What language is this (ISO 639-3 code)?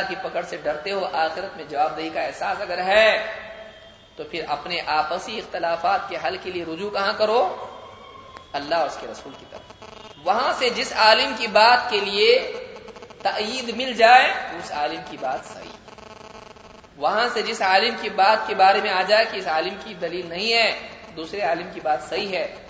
urd